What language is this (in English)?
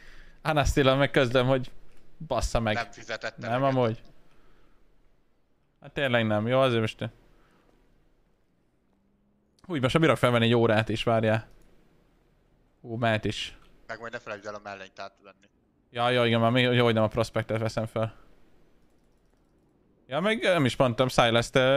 Hungarian